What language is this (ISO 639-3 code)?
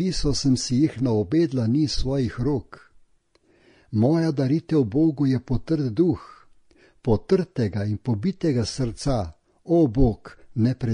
slv